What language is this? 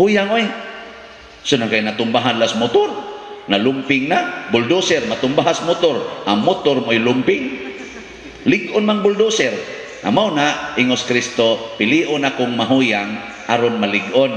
Cebuano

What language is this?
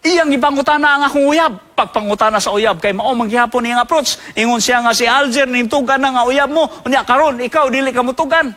Cebuano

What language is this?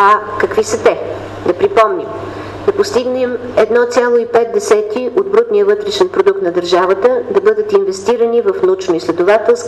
Bulgarian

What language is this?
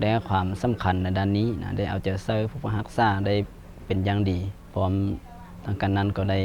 Lao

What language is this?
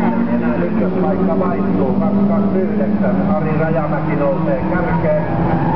Finnish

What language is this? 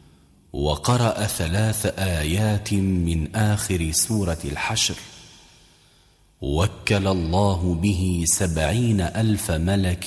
Arabic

